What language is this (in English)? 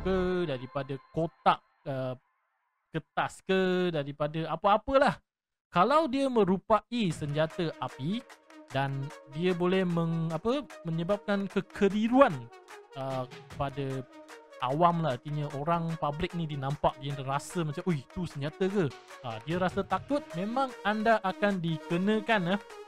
Malay